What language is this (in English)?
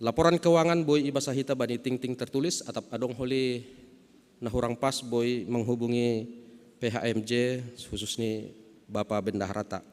Batak Simalungun